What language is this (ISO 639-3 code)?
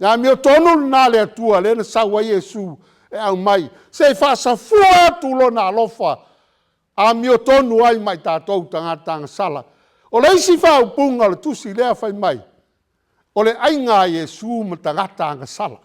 smo